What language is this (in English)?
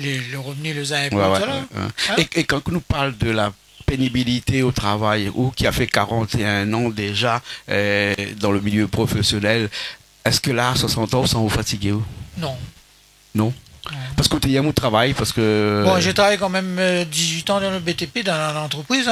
Réunion Creole French